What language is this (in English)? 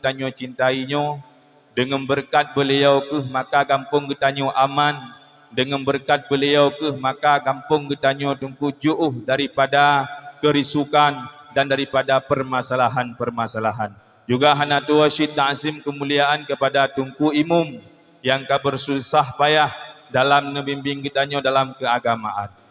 Achinese